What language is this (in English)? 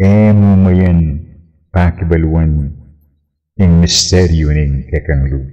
Pampanga